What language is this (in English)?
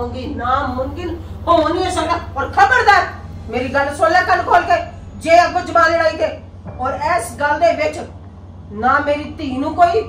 Punjabi